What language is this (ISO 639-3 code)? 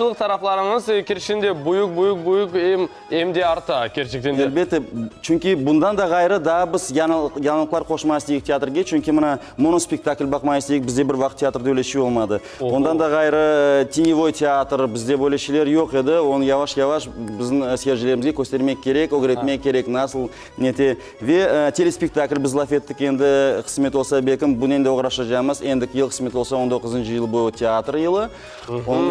crh